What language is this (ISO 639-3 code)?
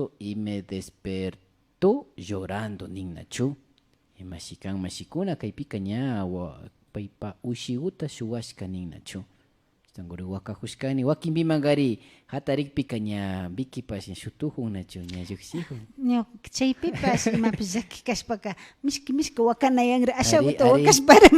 qvi